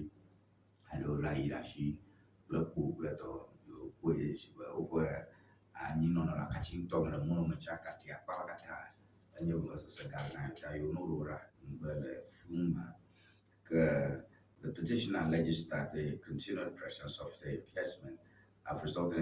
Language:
Ewe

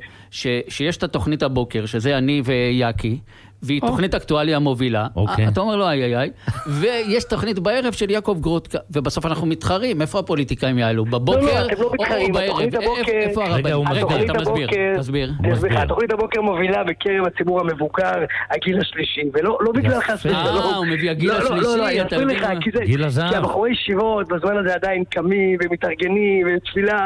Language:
Hebrew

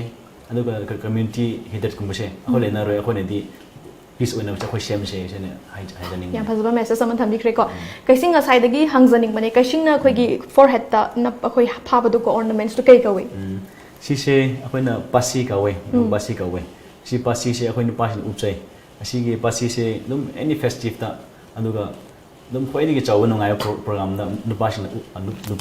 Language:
Tangkhul Naga (India)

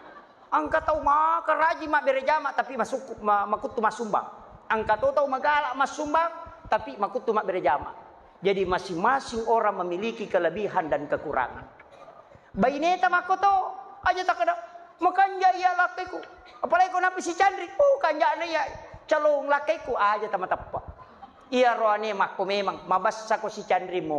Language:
Buginese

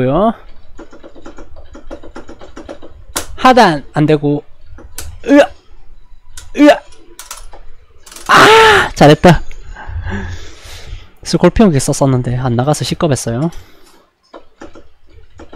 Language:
Korean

